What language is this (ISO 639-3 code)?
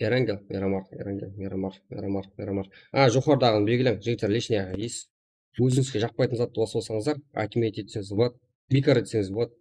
kaa